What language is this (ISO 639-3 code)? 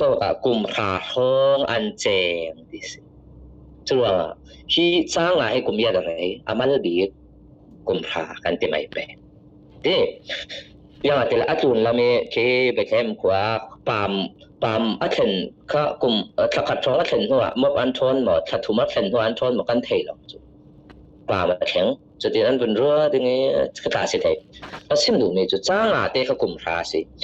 cfm